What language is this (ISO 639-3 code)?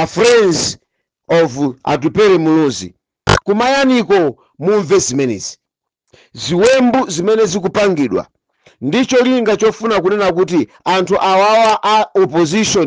nya